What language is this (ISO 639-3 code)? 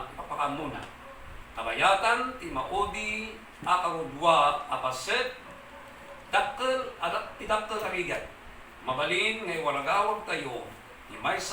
ilo